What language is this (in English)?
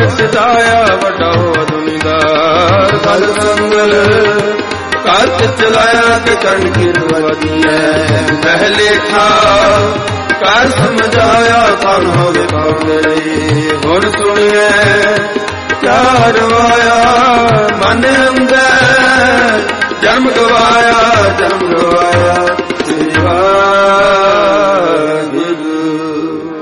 Punjabi